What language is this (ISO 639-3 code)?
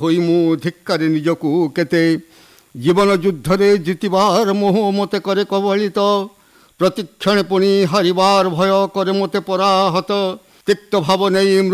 ori